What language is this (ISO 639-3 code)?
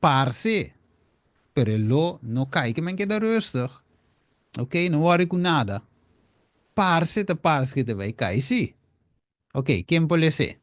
pap